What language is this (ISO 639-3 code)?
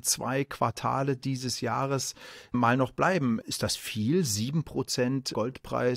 deu